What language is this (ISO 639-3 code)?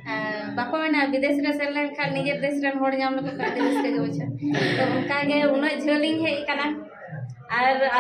sat